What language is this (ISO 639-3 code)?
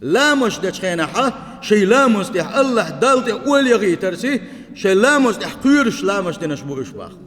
che